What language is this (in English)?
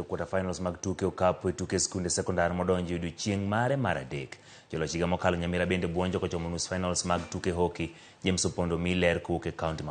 Luo (Kenya and Tanzania)